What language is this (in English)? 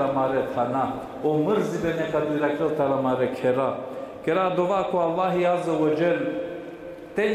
Balkan Romani